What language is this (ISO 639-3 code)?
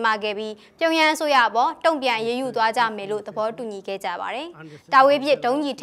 mya